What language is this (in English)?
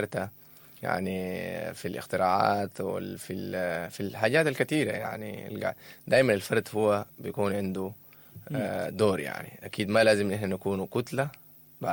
Sudanese Arabic